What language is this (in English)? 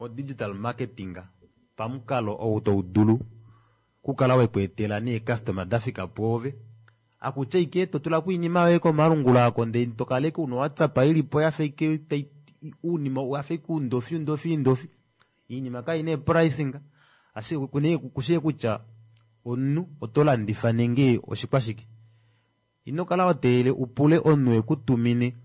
Kuanyama